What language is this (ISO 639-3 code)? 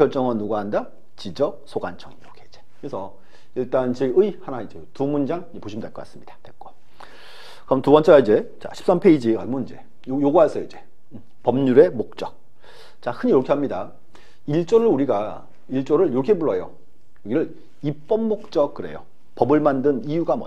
kor